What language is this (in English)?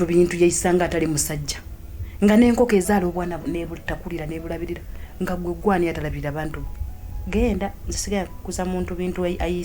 Ganda